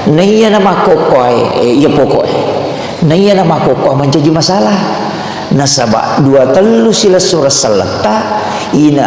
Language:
Buginese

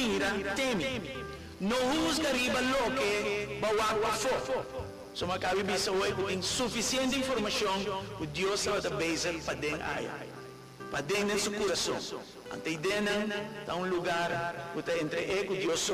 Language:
Papiamento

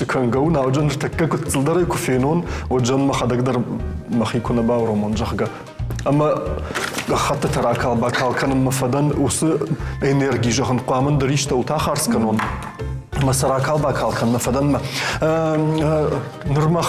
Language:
Ossetic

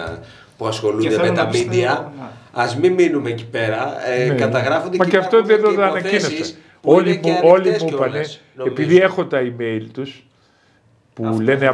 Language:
Greek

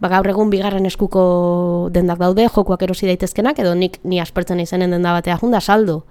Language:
Basque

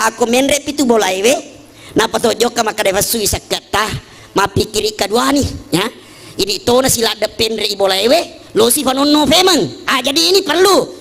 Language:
Buginese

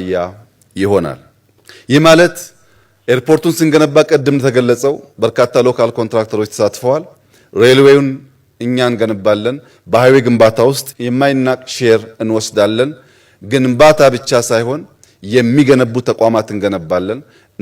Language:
Amharic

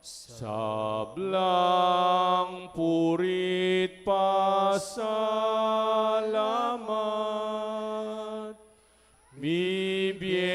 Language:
Pampanga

